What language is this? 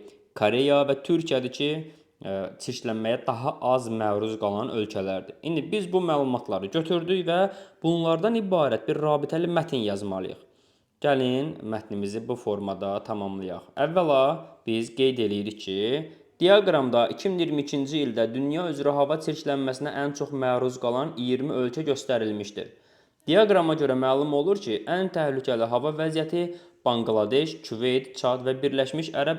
Azerbaijani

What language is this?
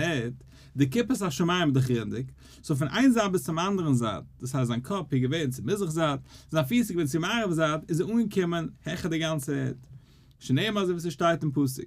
Yiddish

